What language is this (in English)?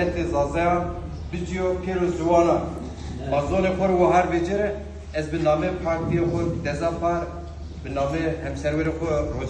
Zaza